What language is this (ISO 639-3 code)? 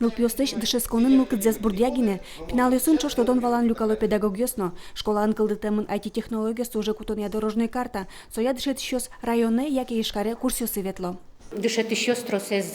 udm